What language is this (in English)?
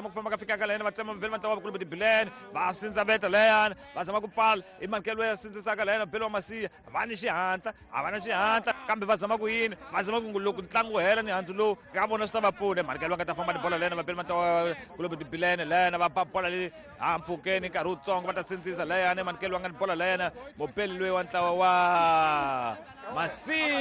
Tsonga